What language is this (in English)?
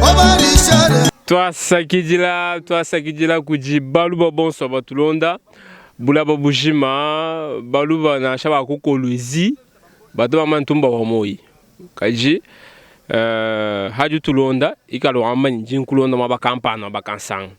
Luba-Lulua